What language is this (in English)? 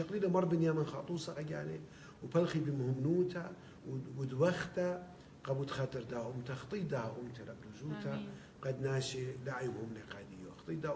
Assyrian Neo-Aramaic